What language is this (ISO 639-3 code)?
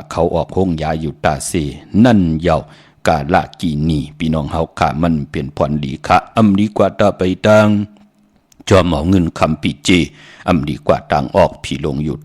shn